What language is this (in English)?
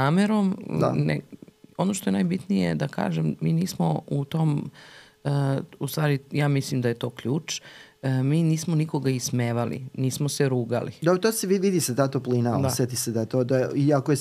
Serbian